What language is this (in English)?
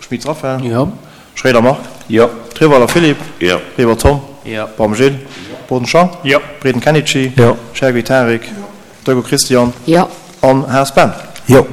Luxembourgish